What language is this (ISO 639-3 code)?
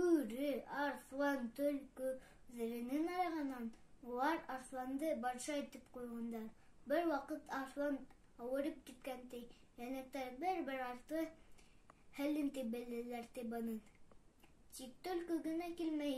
bak